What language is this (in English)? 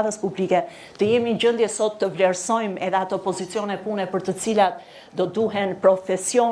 Albanian